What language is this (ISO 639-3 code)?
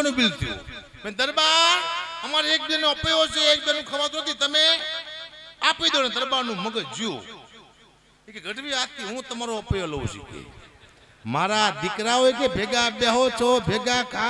guj